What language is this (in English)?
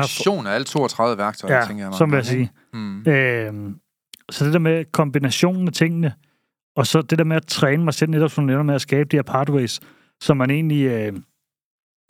Danish